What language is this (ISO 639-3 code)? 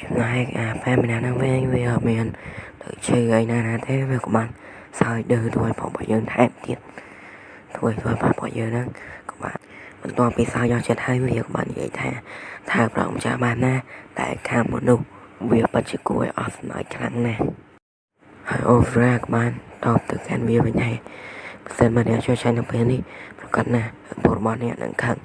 khm